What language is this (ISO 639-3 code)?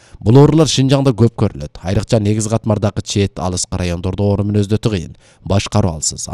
kir